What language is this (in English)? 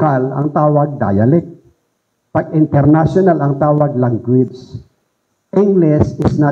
Filipino